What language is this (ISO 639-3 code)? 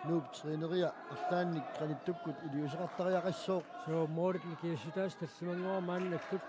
kal